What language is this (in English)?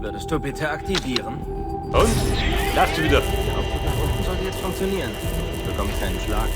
Bavarian